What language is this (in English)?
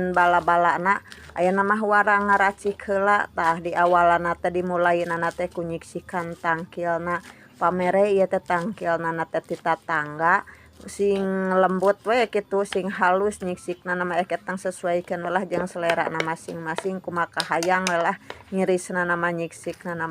Sundanese